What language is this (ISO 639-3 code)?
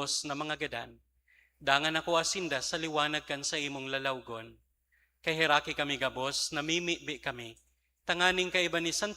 bik